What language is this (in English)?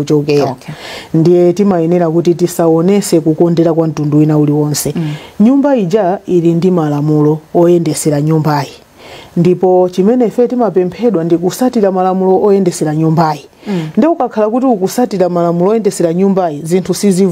Nyanja